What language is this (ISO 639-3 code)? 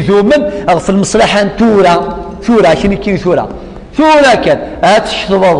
kab